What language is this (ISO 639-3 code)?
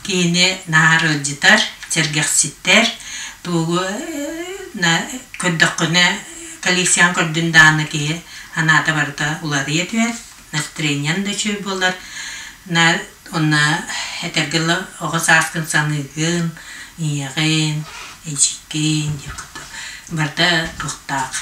sah